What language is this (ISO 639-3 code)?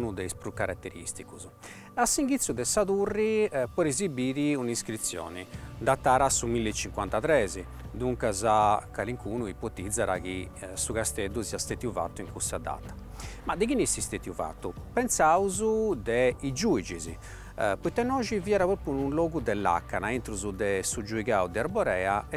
srd